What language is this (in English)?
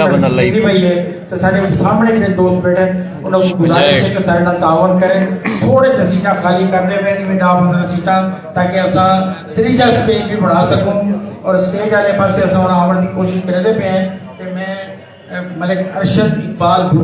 Saraiki